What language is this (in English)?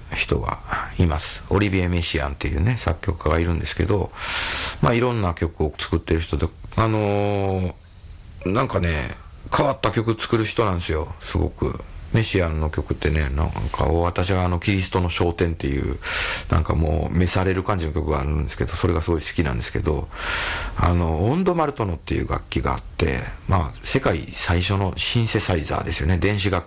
Japanese